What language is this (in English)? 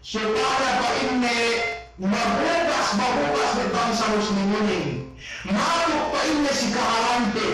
Yakan